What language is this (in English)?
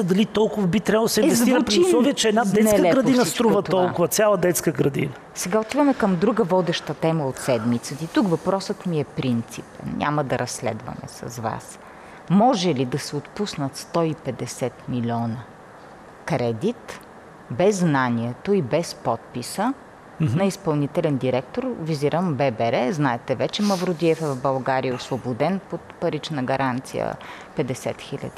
Bulgarian